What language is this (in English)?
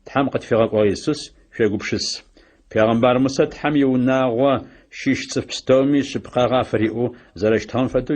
Adyghe